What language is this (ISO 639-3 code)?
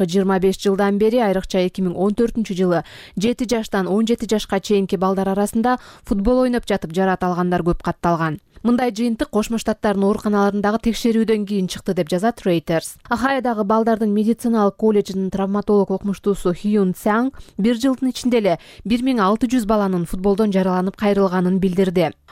kir